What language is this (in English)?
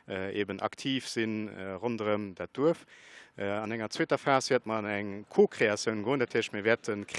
Luxembourgish